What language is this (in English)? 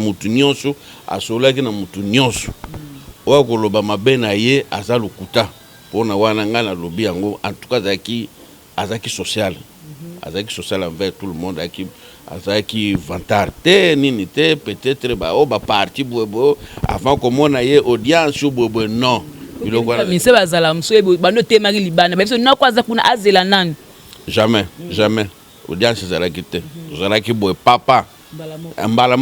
Lingala